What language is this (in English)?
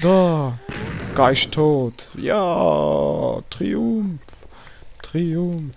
Swiss German